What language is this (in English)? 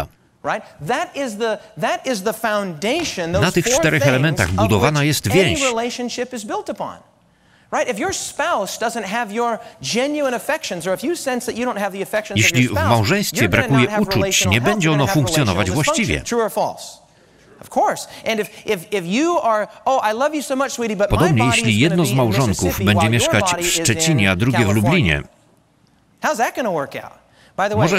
Polish